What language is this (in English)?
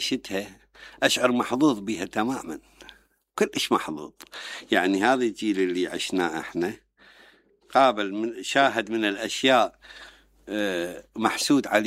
Mesopotamian Arabic